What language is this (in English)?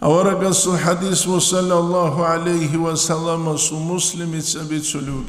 Avaric